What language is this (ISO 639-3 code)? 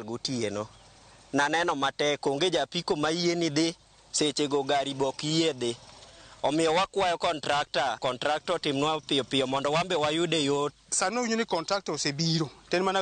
luo